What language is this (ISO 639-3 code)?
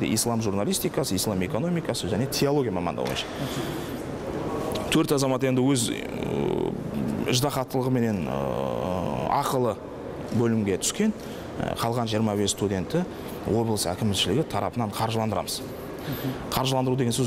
kaz